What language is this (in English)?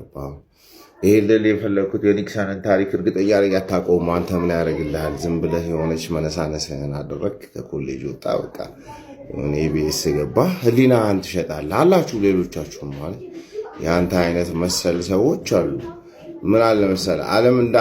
Amharic